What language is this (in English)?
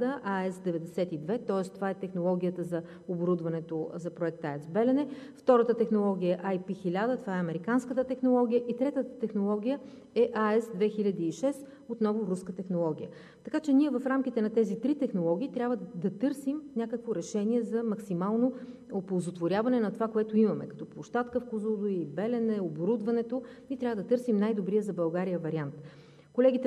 Bulgarian